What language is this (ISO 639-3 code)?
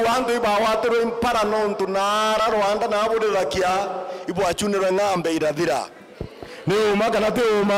mer